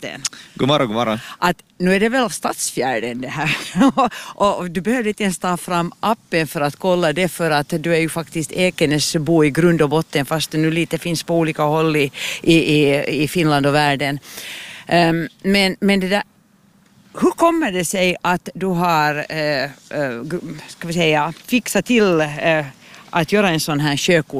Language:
Swedish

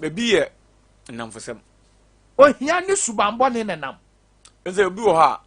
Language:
Akan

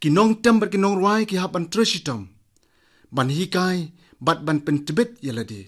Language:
Khasi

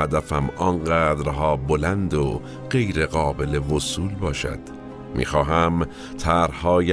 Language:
Persian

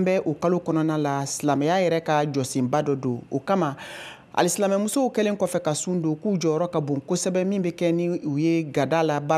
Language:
Bambara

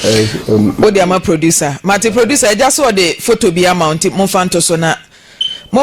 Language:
Akan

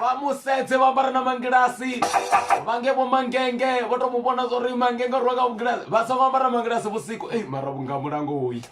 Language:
Venda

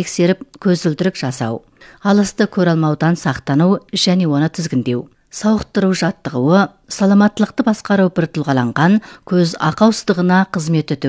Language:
Kazakh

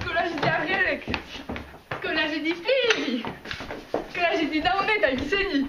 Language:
Breton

